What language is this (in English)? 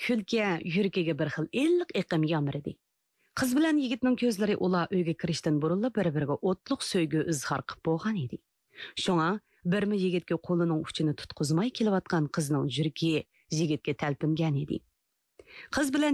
Uyghur